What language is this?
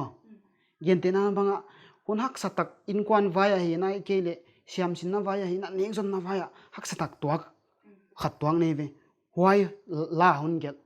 Paite Chin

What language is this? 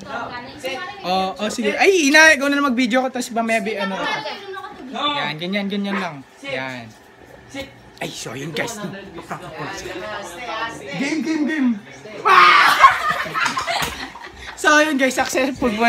Filipino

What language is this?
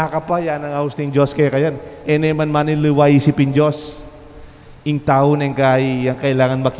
Pampanga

